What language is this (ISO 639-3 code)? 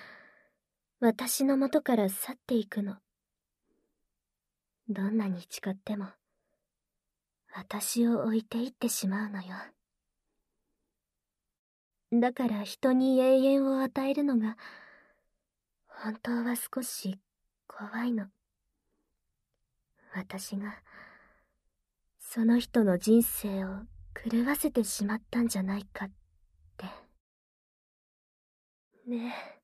jpn